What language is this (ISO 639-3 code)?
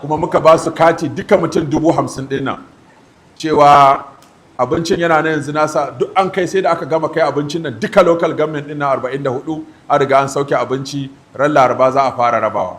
hau